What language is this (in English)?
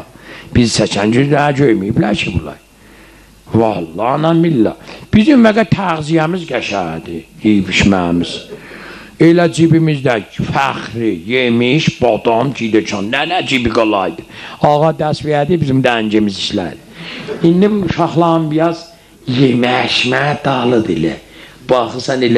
South Azerbaijani